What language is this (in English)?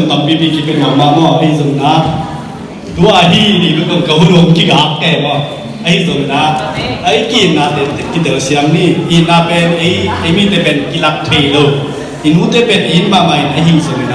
Tedim Chin